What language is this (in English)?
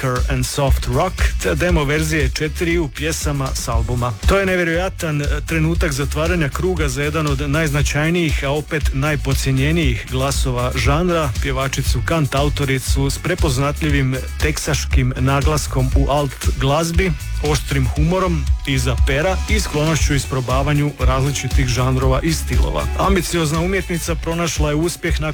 Croatian